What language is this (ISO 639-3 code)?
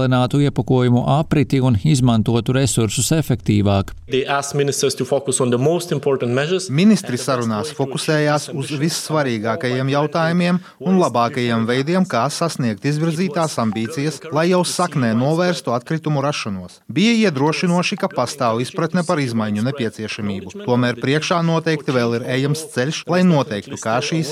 lav